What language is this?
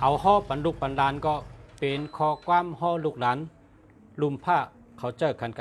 Shan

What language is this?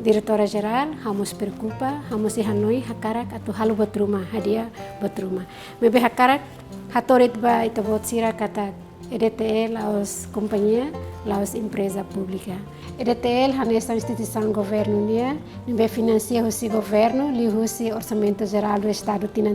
Tetum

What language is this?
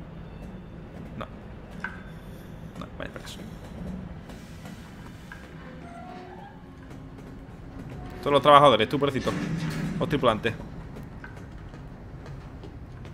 Spanish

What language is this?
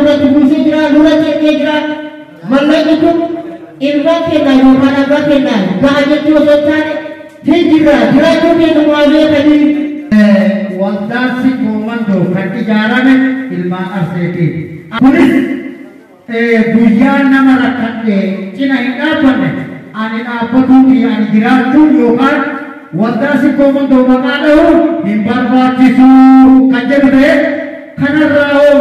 Oromo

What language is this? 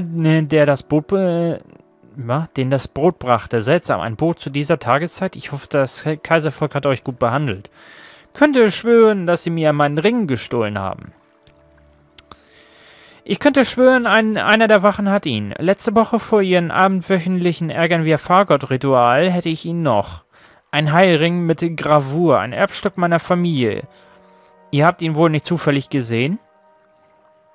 German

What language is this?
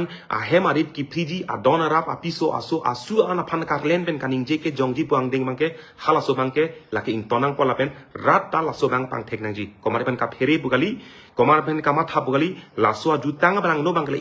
Karbi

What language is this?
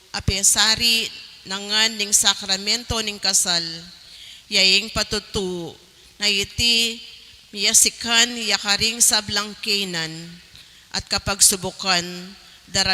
Pampanga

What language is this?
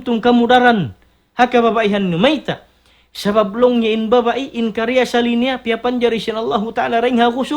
Tausug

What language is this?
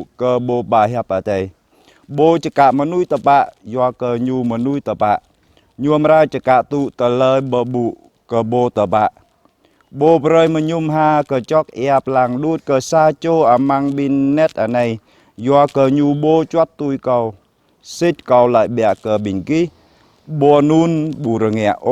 Jarai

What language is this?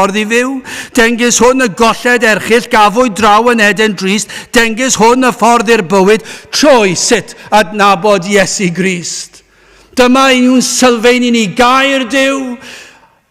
Welsh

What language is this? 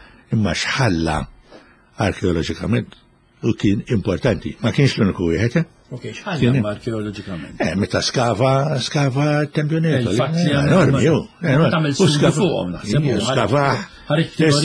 Maltese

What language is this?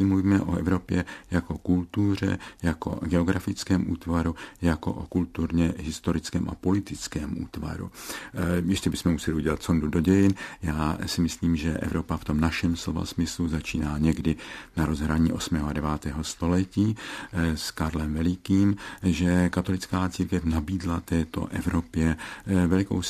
Czech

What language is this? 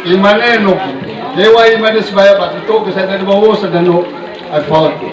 Nias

